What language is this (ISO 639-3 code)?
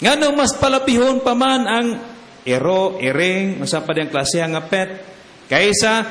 ceb